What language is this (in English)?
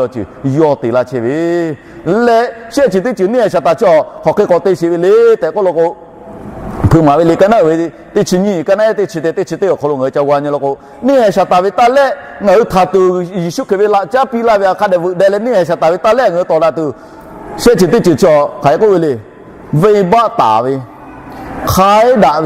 Lahu